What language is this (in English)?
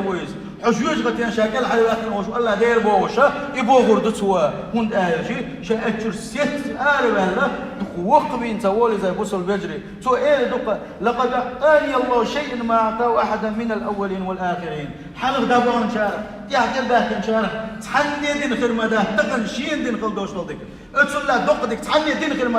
Chechen